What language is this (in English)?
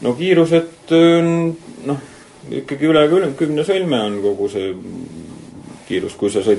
Estonian